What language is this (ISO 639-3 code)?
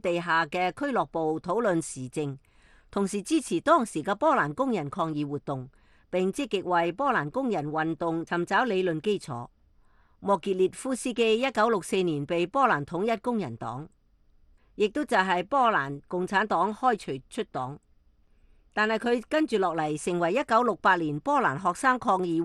yue